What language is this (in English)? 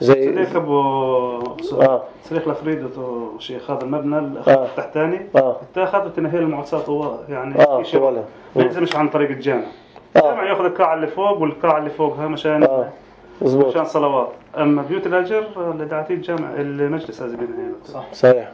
North Levantine Arabic